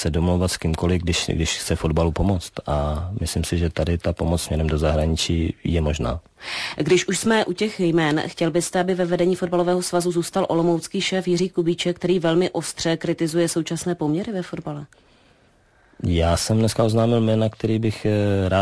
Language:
Czech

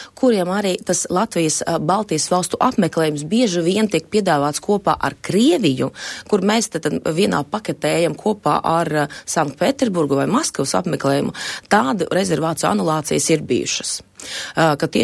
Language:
Latvian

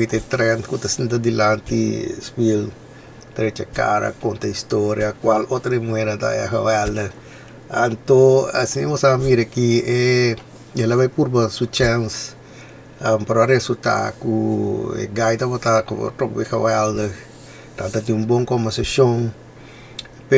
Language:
Papiamento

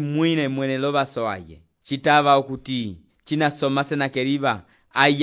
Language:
Umbundu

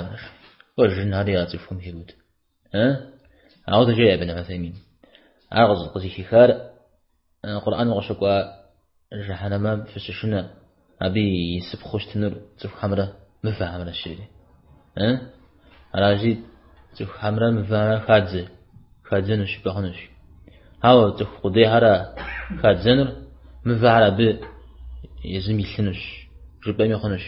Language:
Kabardian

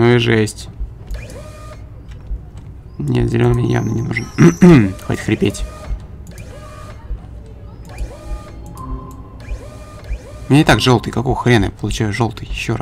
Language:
Russian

